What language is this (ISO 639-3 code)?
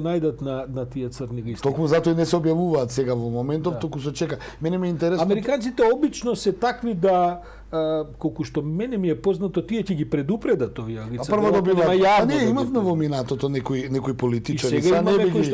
mkd